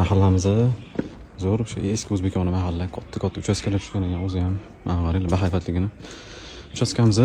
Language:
Uzbek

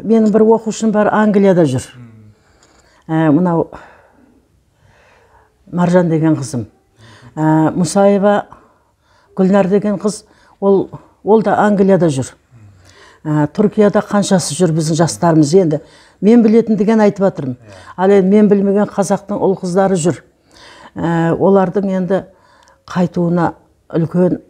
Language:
Kazakh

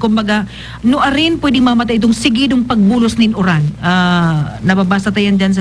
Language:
Bikol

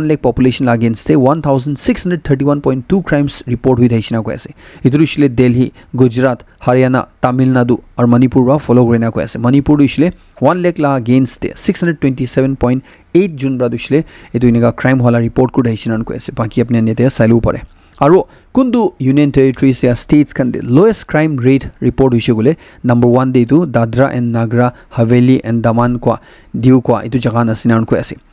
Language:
Naga Pidgin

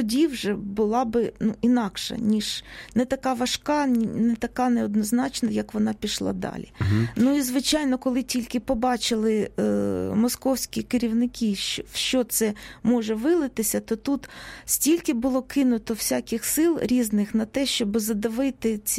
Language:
Ukrainian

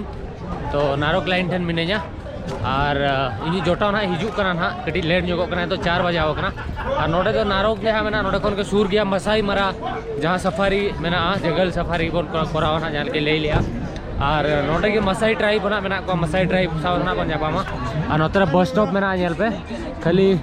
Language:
Santali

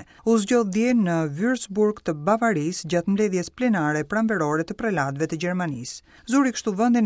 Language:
Albanian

